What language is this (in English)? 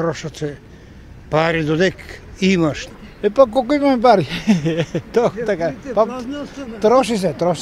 Macedonian